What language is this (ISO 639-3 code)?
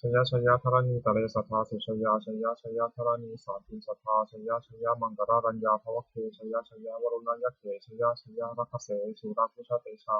pli